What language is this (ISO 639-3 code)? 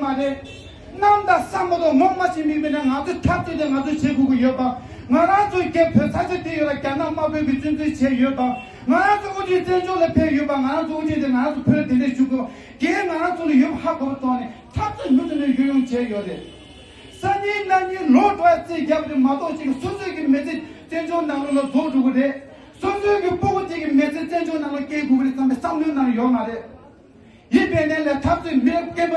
bod